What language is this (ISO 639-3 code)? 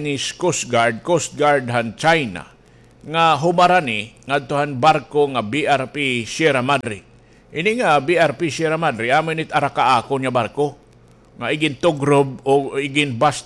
war